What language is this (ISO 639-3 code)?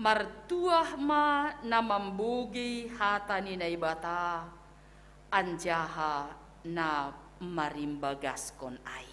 bts